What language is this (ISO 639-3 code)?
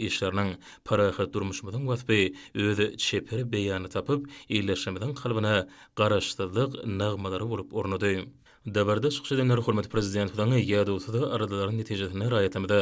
tuk